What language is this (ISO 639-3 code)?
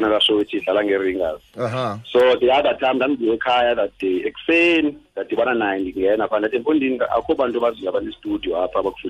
xho